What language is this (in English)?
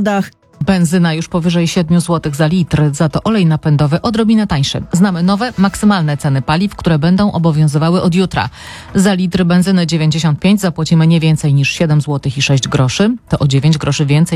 Polish